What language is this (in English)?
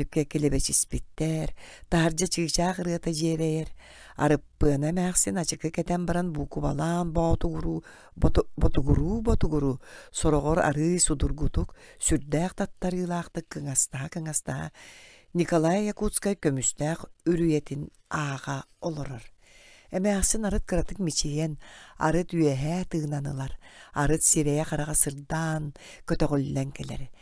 Yakut